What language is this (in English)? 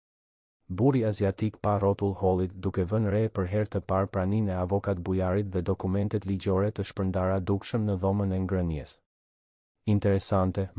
Albanian